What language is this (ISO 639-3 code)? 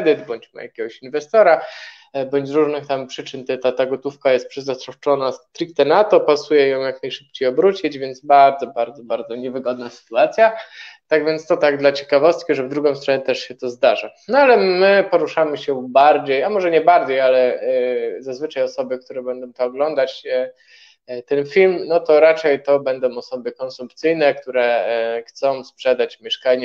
pol